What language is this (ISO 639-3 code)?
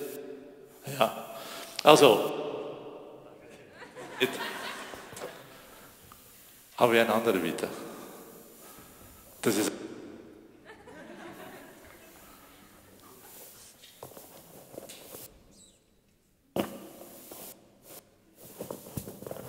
deu